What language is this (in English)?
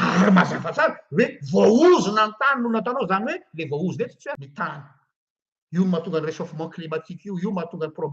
Malagasy